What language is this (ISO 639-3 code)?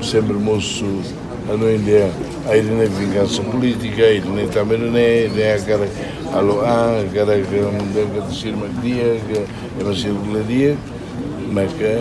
tet